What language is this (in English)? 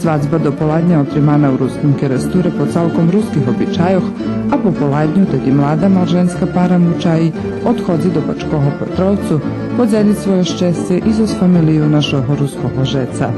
Rusyn